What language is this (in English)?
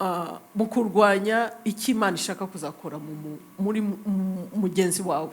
Kinyarwanda